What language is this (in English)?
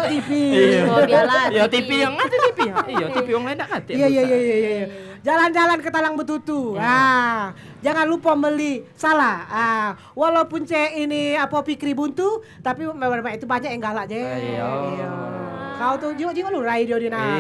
Musi